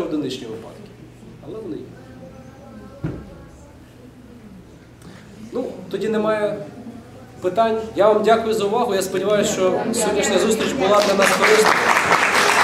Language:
Ukrainian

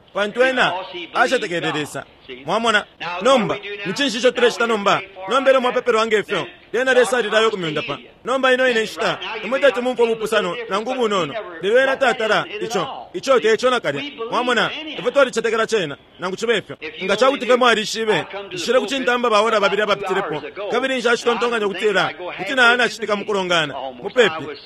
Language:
Bemba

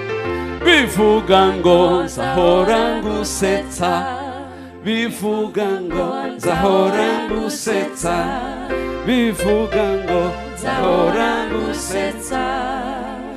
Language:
Kinyarwanda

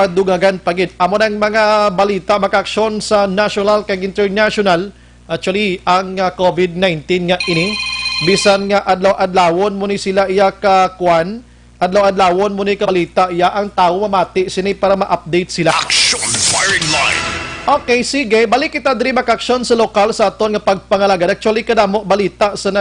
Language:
Hiligaynon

